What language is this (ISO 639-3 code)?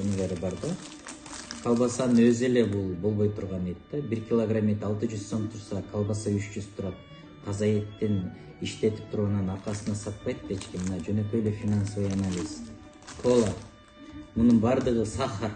kir